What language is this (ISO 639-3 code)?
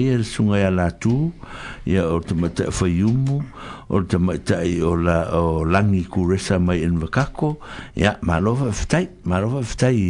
smo